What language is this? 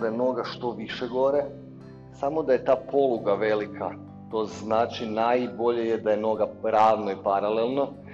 Croatian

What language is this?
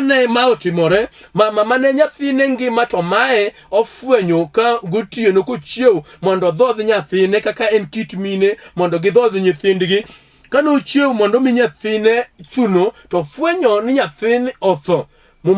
Luo (Kenya and Tanzania)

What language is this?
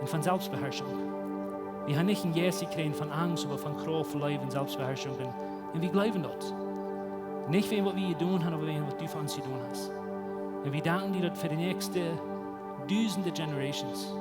Plautdietsch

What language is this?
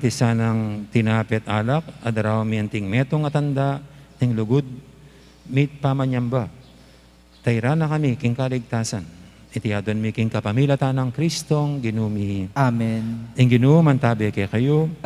Pampanga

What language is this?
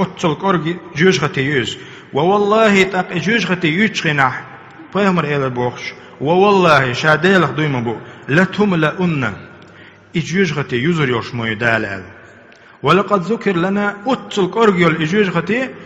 Chechen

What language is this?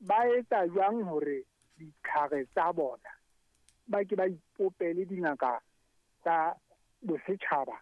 Southern Sotho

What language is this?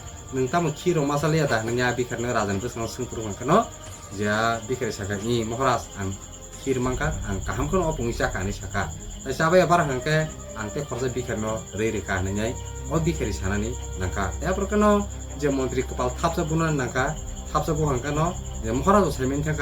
Kok Borok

